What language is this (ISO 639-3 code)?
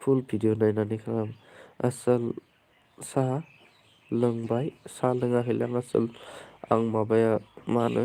brx